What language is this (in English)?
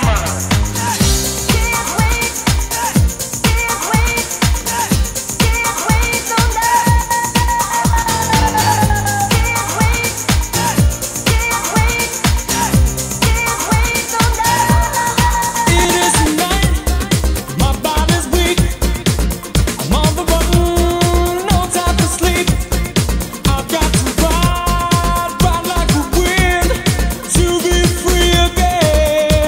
English